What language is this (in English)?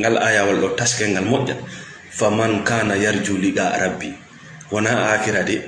Fula